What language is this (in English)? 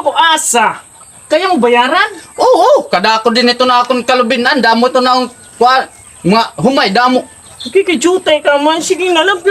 Waray